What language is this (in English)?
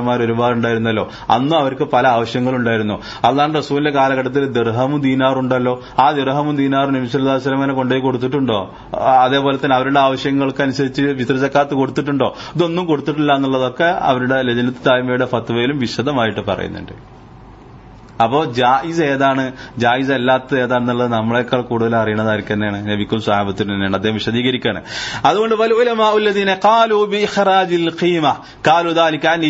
Malayalam